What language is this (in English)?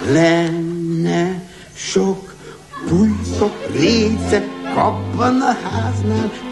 Hungarian